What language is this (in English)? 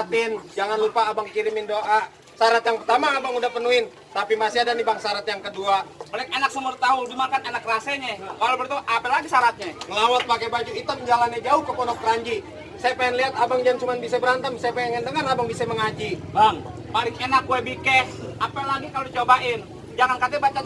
Betawi